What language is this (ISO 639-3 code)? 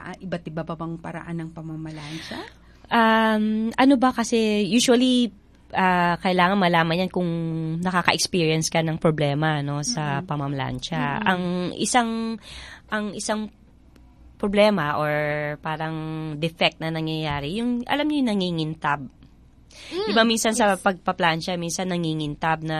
fil